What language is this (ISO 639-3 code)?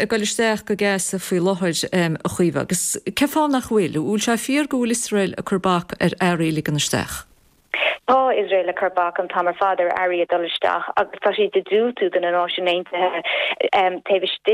gle